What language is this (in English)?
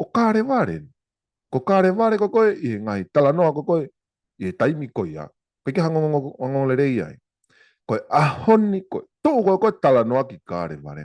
Tongan